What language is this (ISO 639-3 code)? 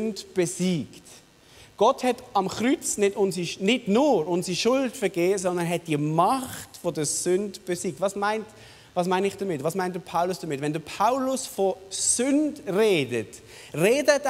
gsw